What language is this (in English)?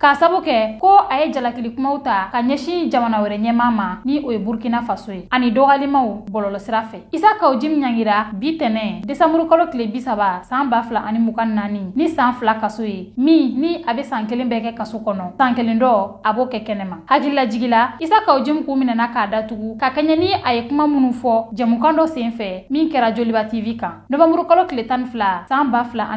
Bambara